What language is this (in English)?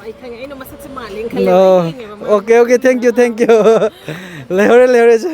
Manipuri